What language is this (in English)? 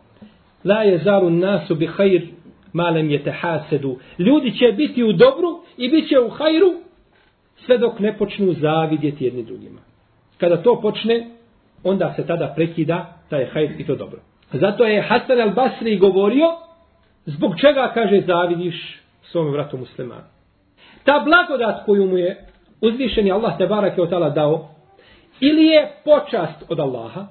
Bosnian